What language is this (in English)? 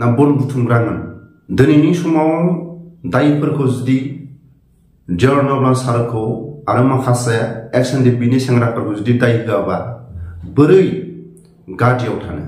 Bodo